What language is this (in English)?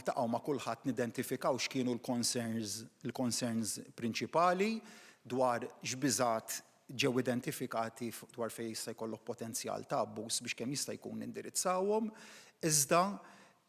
Maltese